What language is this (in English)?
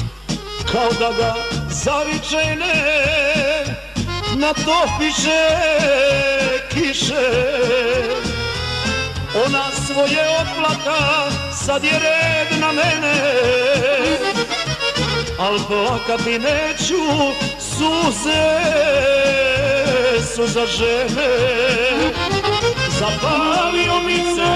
Serbian